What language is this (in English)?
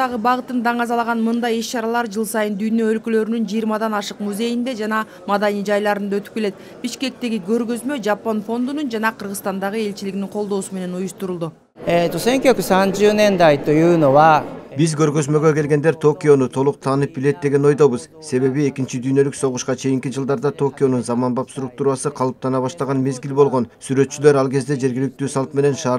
Kyrgyz